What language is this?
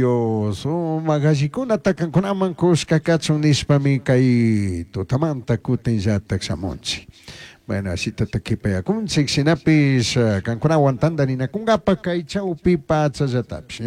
Chimborazo Highland Quichua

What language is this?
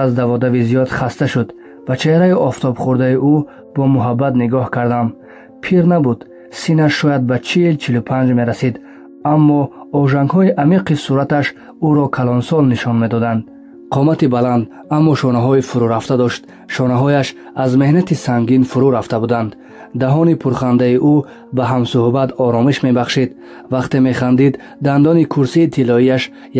Tajik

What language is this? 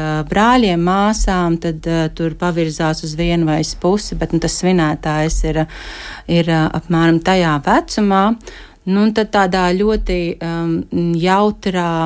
Latvian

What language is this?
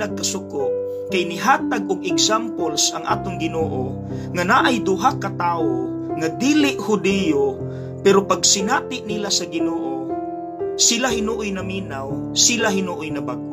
Cebuano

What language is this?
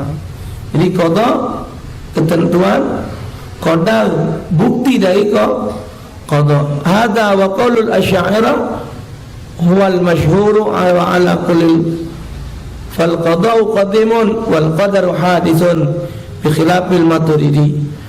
Musi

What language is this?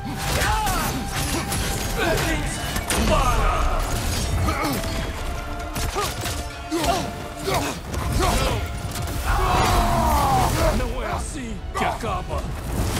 Portuguese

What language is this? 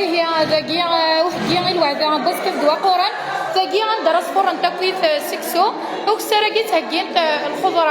Kabyle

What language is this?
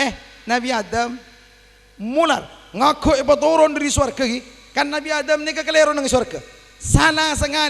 Madurese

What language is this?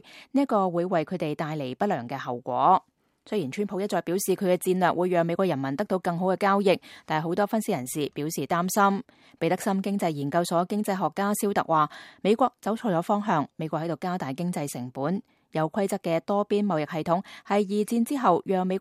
Cantonese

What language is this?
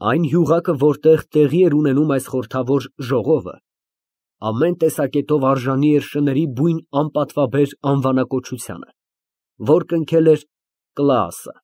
Armenian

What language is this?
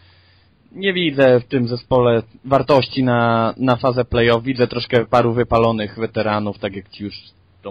Polish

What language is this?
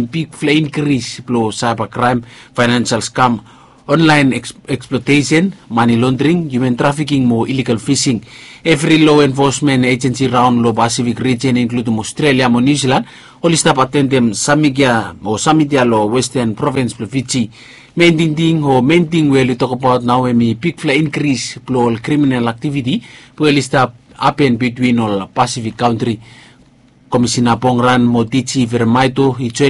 Bislama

